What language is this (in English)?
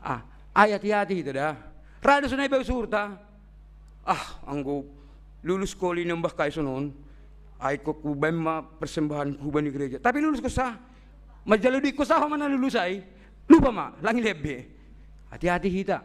Batak Simalungun